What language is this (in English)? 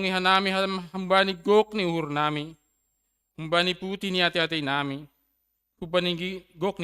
Batak Simalungun